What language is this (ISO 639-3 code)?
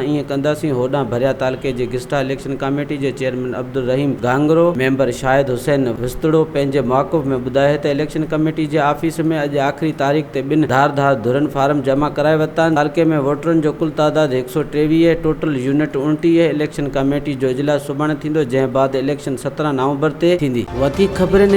snd